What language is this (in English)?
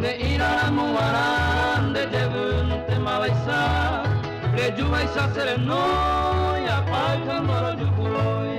Guarani